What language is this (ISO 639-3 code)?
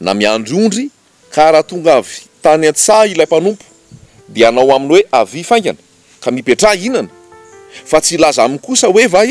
mlg